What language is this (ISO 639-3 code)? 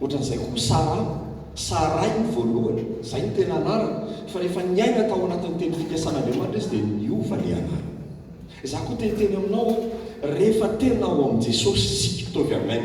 mlg